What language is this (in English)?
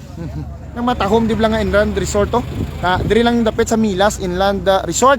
Hiligaynon